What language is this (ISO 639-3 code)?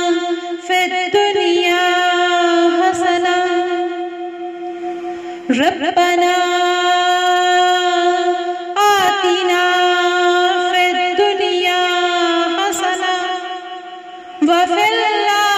urd